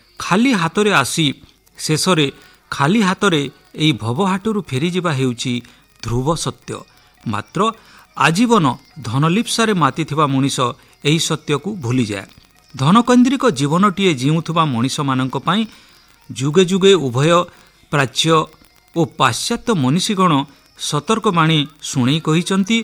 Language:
Odia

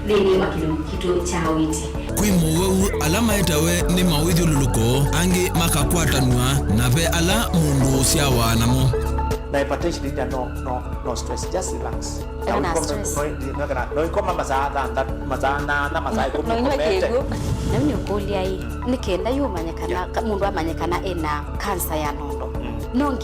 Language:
Kamba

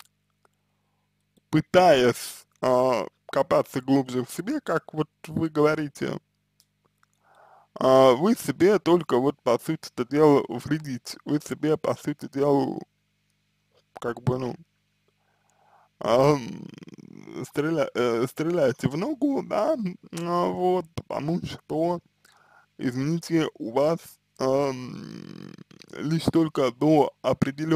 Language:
Russian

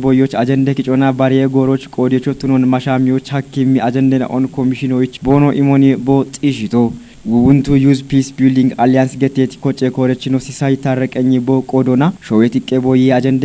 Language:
Kafa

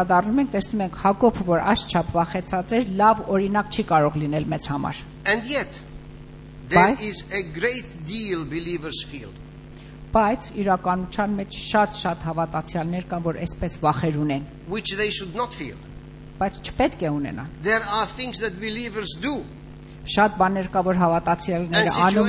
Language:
Armenian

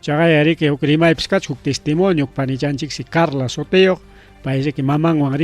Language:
Ayacucho Quechua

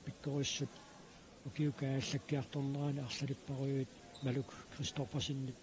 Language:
Kalaallisut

